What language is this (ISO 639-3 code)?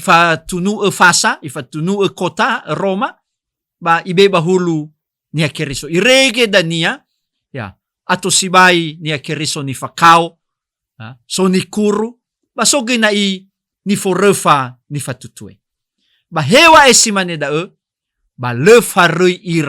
nia